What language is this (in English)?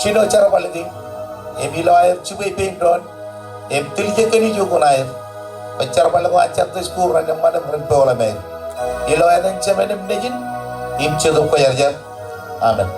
Marshallese